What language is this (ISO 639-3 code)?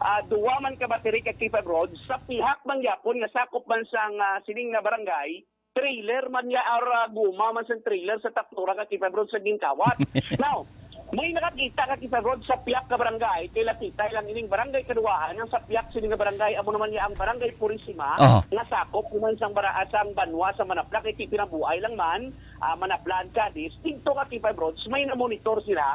hil